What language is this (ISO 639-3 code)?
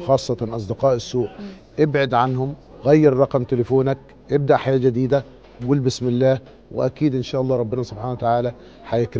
arz